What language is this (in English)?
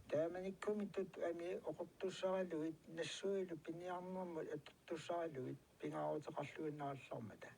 Kalaallisut